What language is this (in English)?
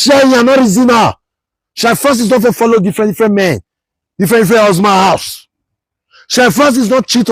Nigerian Pidgin